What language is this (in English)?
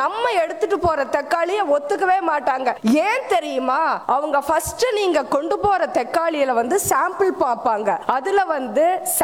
Tamil